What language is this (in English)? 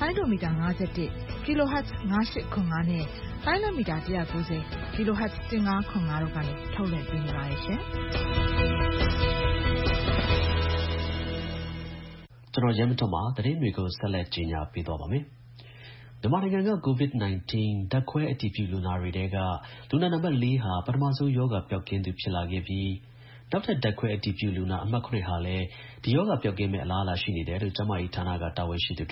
Burmese